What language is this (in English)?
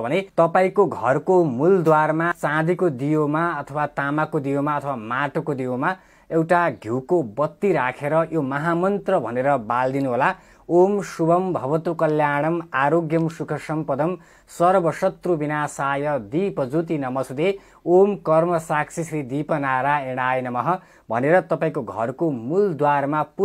Nepali